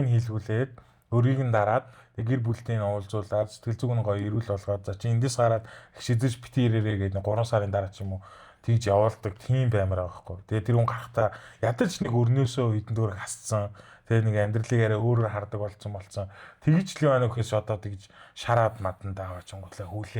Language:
Mongolian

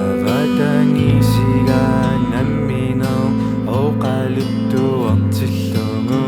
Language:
Kalaallisut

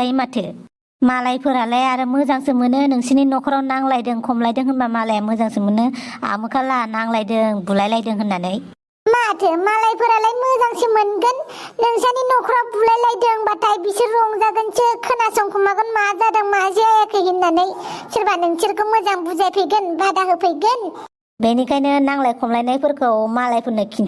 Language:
Bodo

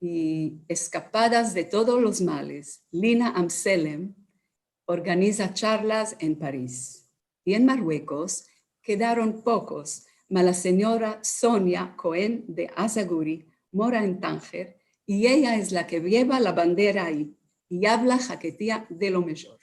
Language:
Ladino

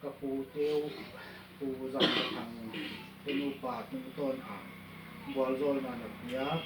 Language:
Paite Chin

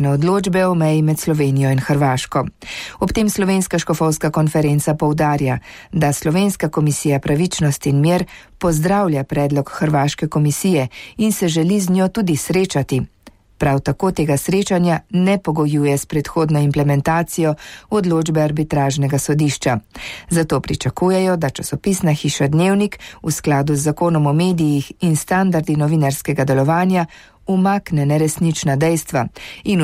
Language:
Slovenian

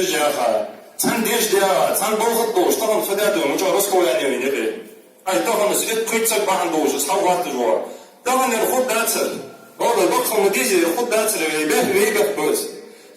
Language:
Ingush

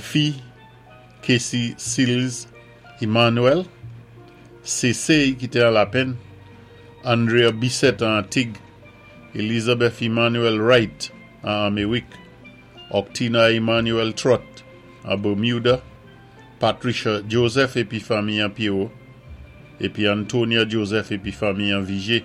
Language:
Saint Lucian Creole French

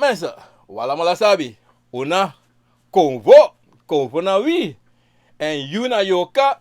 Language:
Sranan Tongo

